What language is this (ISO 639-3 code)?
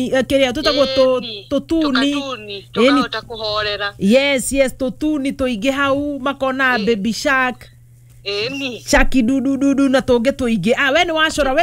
kik